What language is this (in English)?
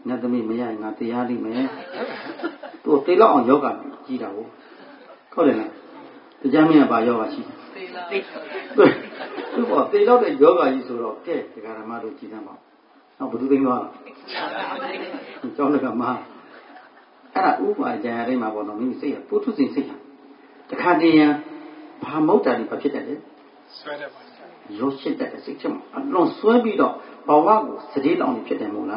Burmese